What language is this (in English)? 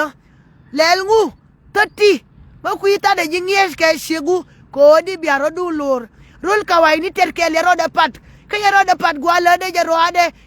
Nuer